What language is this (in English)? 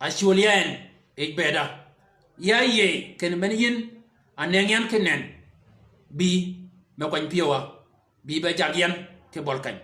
Shilluk